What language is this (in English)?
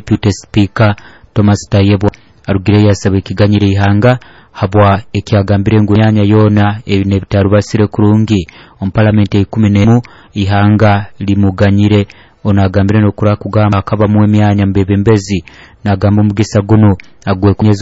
Nyoro